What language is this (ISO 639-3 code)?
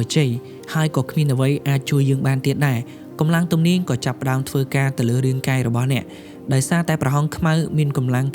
khm